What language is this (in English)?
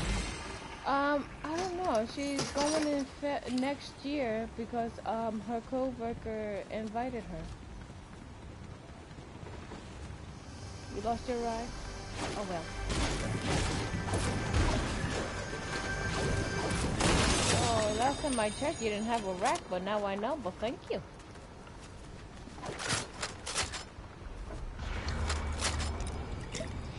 English